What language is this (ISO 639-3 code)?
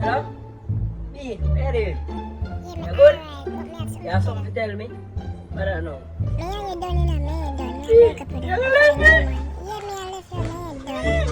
jam